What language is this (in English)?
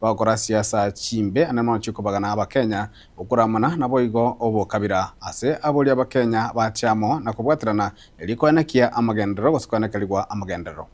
Gusii